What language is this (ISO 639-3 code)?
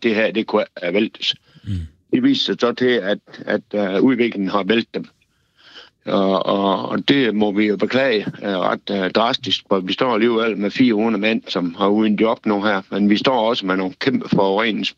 dan